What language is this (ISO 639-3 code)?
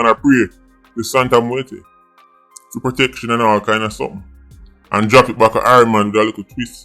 jam